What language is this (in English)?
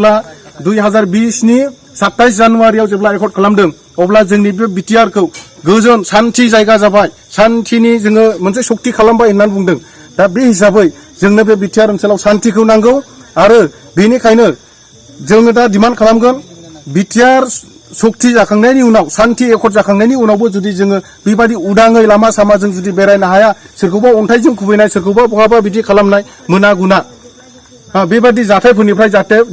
Bodo